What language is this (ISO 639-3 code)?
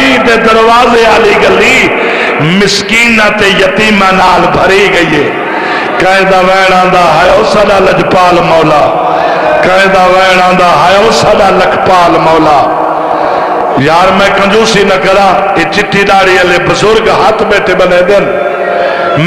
skr